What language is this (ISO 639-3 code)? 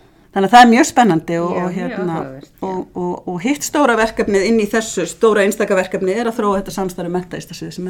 isl